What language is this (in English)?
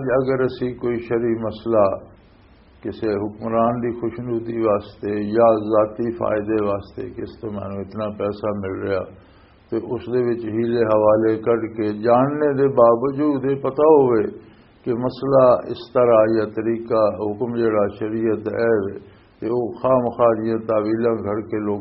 Western Panjabi